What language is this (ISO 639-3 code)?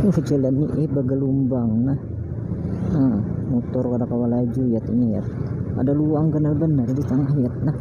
bjn